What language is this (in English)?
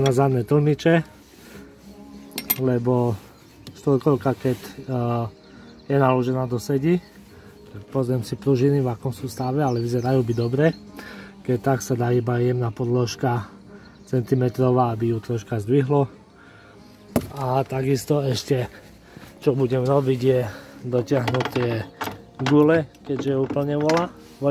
Slovak